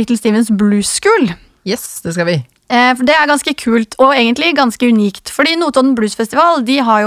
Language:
Norwegian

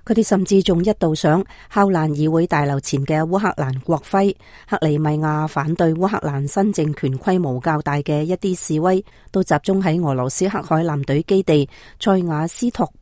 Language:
Cantonese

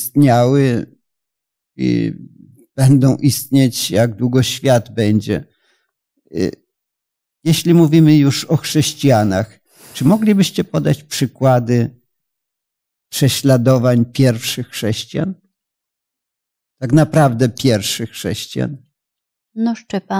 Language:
Polish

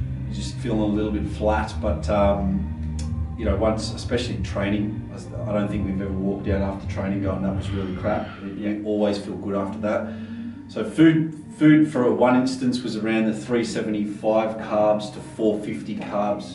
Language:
English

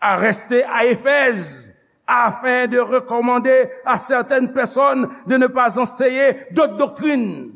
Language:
Haitian Creole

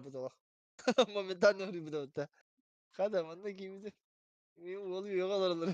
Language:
Yakut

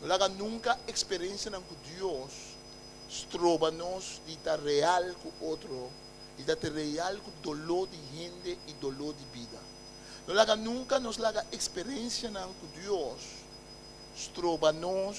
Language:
Papiamento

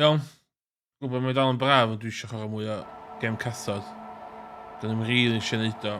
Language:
Welsh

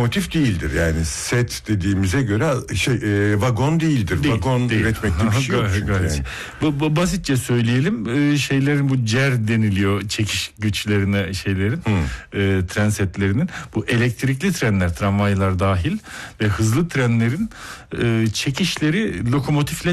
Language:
Turkish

